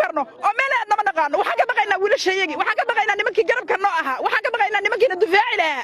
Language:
Somali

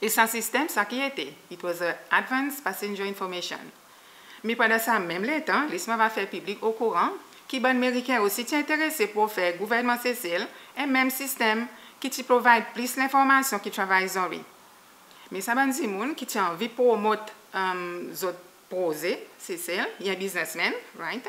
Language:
Seselwa Creole French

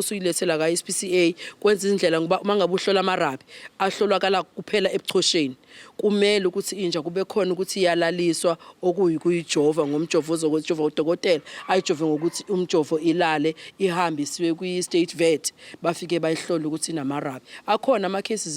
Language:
Zulu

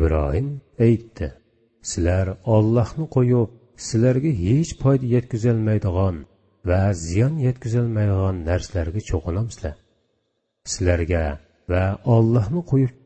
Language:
Uyghur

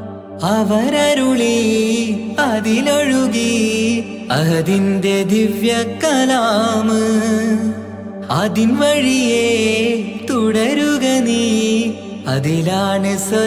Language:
Malayalam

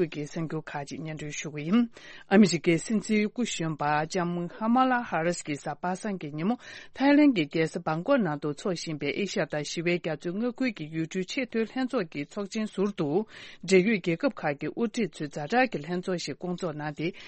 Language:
Tibetan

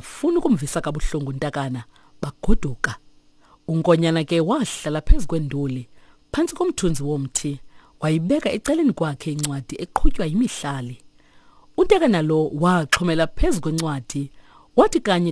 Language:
Xhosa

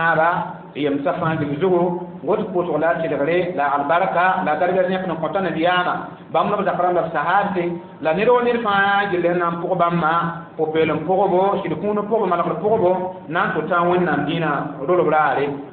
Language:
Mossi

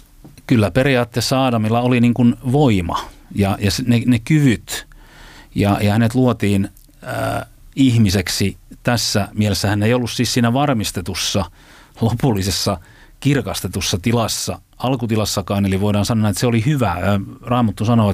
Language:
Finnish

